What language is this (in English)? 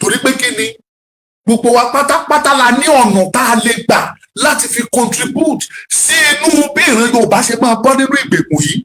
Yoruba